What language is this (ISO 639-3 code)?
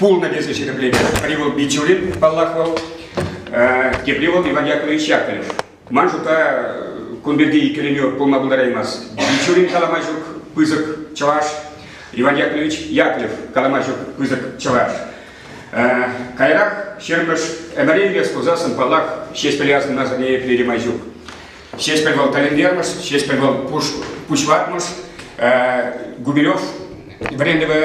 chv